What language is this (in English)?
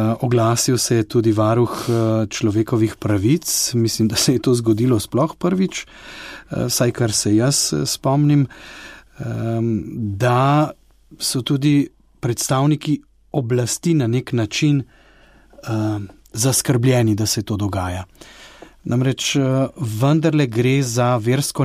Slovenian